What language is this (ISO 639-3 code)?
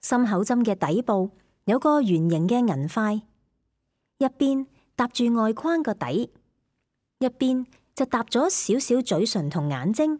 yue